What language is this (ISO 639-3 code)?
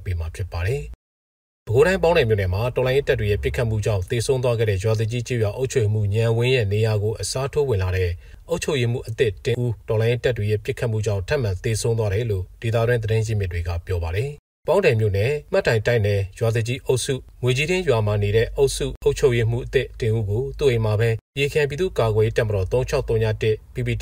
mya